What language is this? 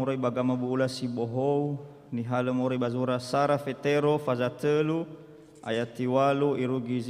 Nias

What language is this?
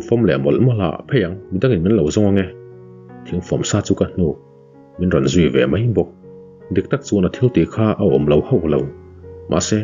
Mizo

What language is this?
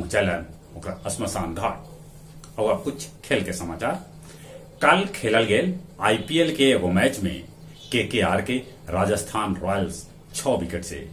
Magahi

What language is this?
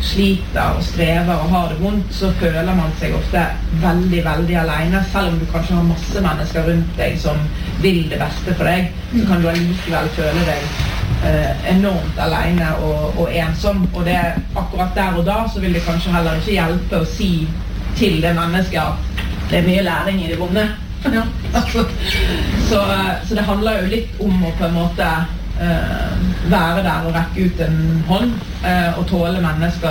Norwegian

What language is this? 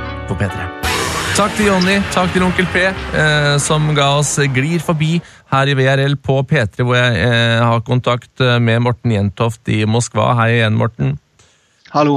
Norwegian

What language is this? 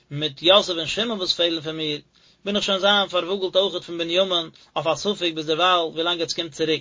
Yiddish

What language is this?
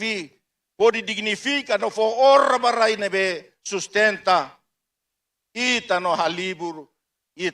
Tetum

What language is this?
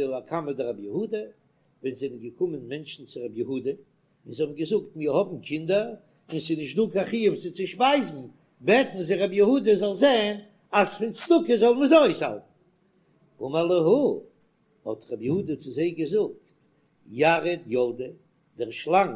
Yiddish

